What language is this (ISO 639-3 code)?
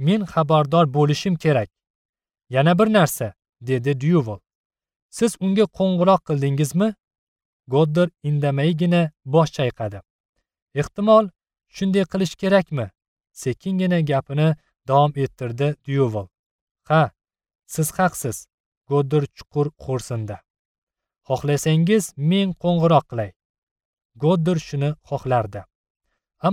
uzb